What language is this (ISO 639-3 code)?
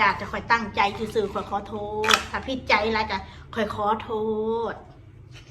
tts